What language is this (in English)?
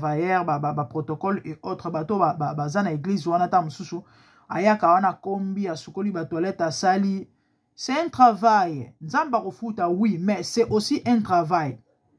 Lingala